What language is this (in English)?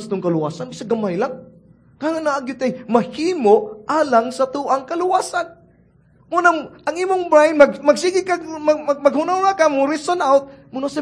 Cebuano